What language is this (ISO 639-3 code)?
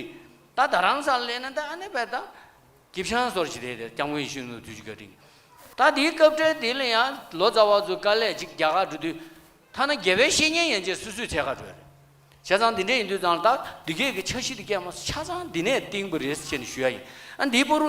bod